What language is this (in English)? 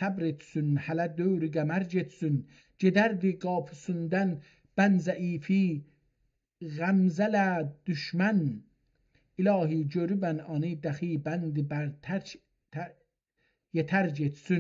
South Azerbaijani